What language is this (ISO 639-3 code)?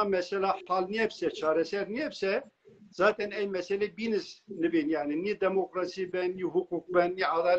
zza